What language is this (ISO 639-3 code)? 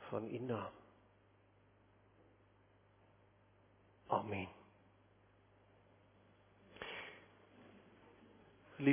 afr